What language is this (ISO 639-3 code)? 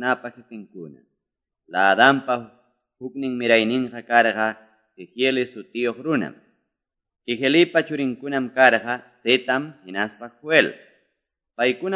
que